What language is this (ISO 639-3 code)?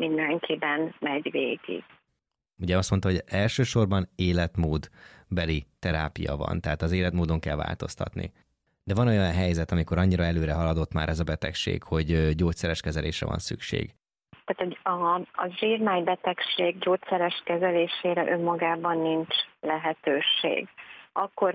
hun